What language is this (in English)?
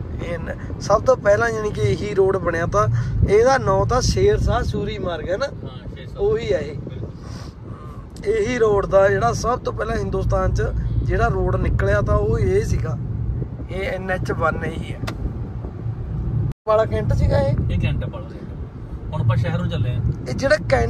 Punjabi